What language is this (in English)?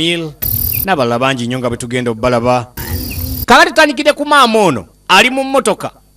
Ganda